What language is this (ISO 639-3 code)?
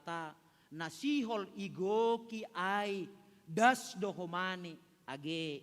bts